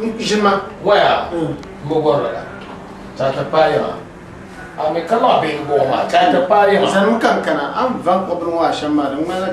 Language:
Dagbani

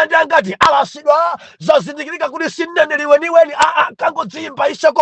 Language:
Nyanja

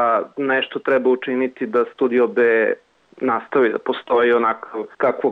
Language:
Serbian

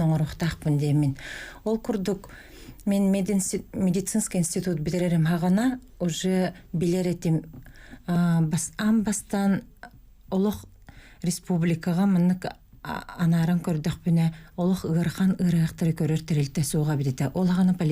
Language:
Yakut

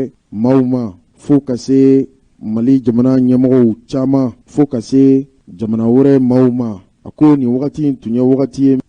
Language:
Bambara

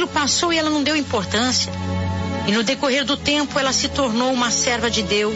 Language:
Portuguese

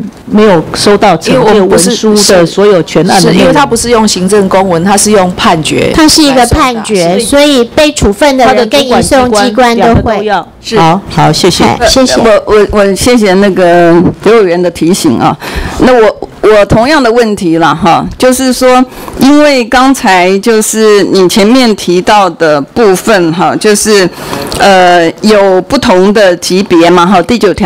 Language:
Chinese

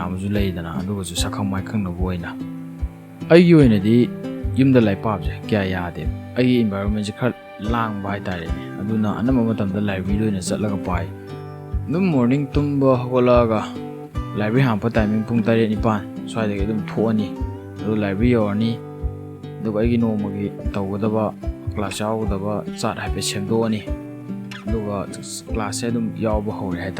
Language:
Manipuri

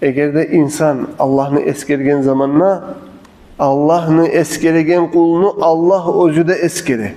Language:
Kumyk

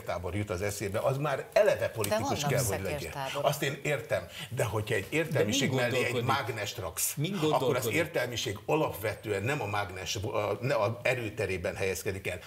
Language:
Hungarian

